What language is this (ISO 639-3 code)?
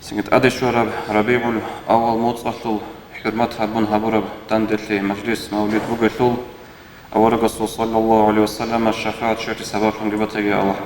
ava